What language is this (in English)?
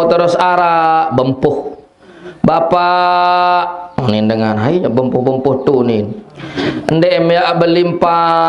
Sasak